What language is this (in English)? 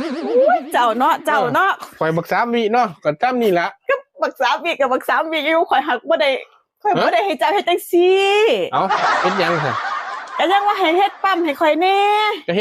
Lao